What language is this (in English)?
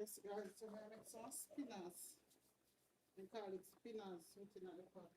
Jamaican Creole English